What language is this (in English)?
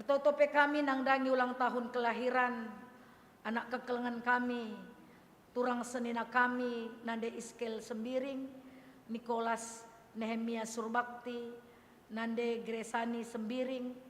Batak Karo